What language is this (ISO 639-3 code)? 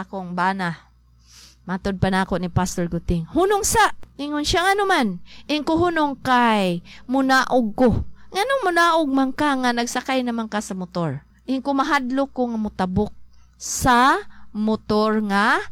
ceb